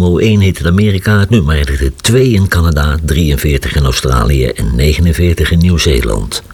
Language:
Dutch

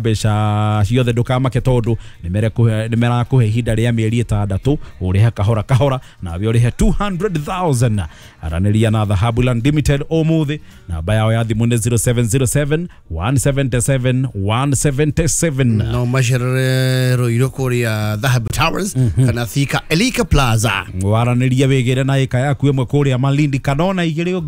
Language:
Kikuyu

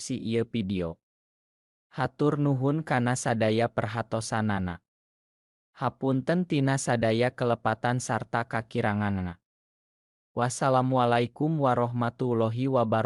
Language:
Sundanese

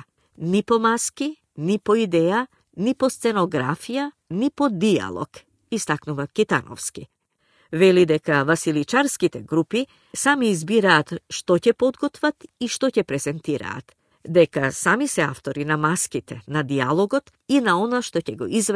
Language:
Macedonian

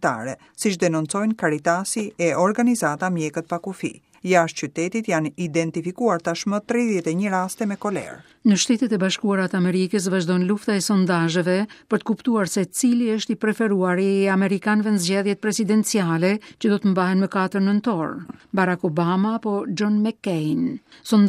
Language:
Albanian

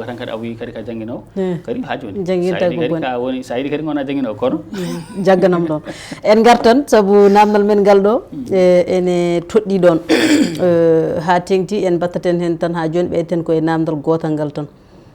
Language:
Fula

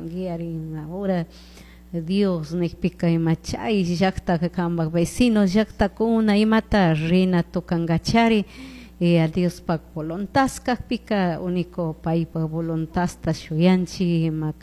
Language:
Chimborazo Highland Quichua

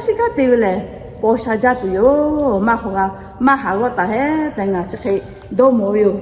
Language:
Lahu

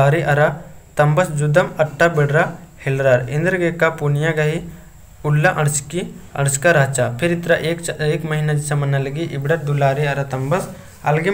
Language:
Kurukh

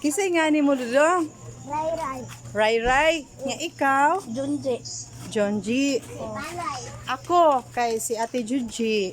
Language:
Cebuano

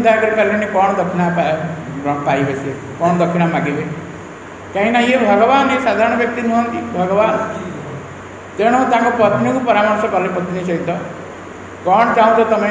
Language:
Odia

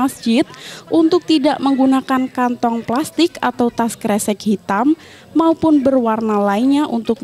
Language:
Indonesian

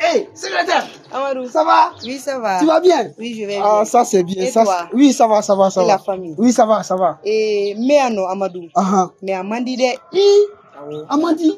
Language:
Bambara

